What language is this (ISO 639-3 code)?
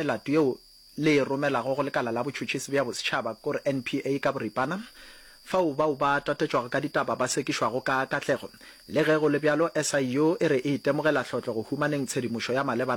nso